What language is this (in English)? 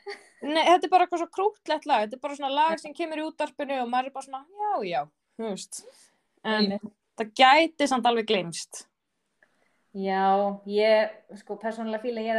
Icelandic